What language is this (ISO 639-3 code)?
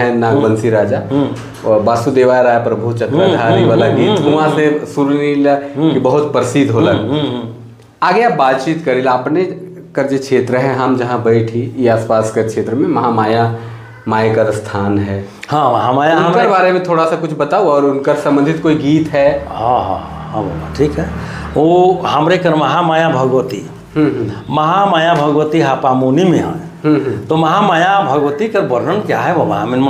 sck